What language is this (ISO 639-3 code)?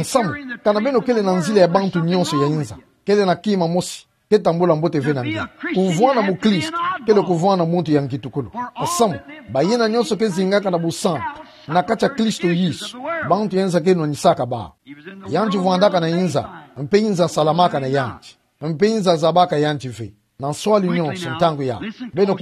ktu